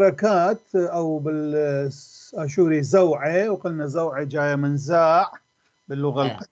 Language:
North Levantine Arabic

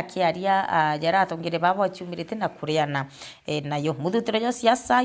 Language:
Meru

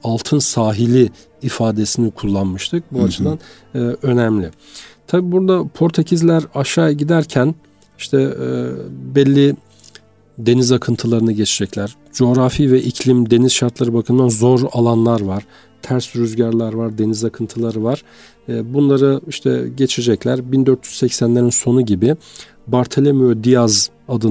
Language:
Turkish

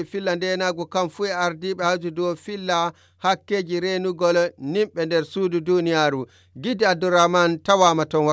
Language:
Nigerian Fulfulde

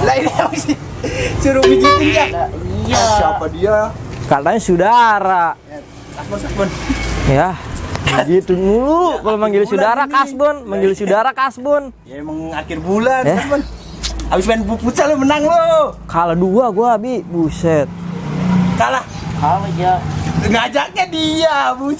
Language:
Betawi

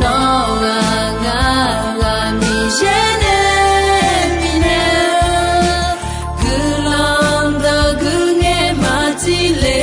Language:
Akha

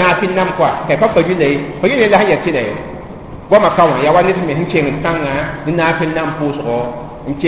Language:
Mossi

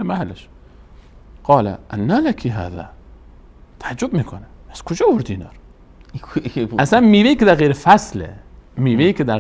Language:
Persian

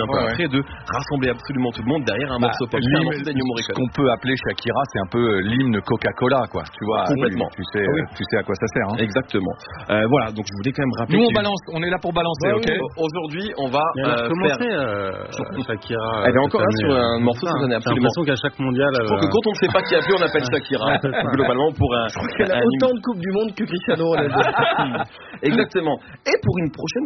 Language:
French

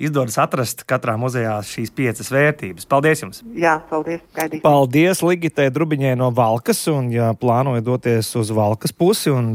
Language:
Latvian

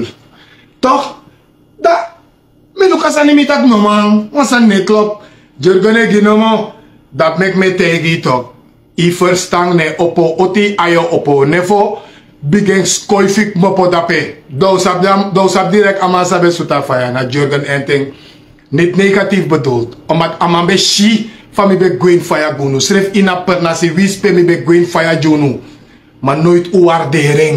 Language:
Sranan Tongo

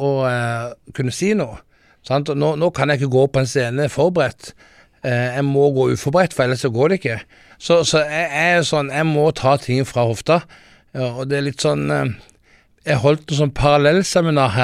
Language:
Norwegian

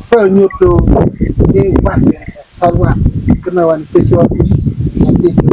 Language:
Acoli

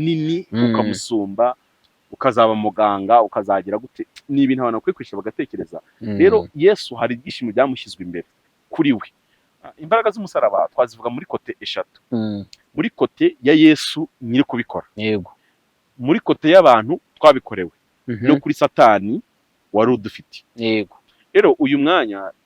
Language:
Kinyarwanda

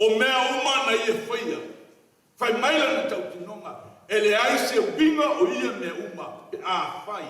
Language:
Samoan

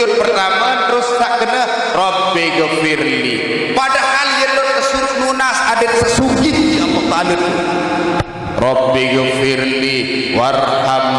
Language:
Sasak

